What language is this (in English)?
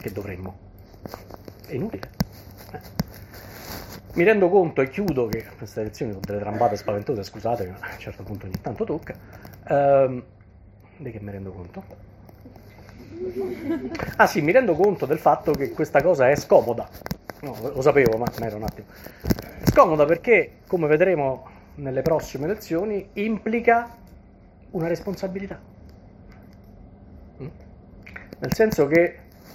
Italian